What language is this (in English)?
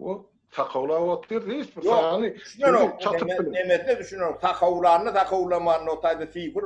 Turkmen